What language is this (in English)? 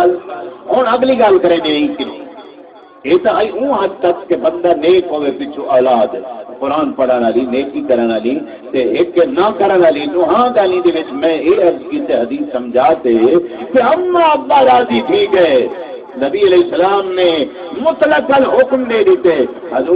Saraiki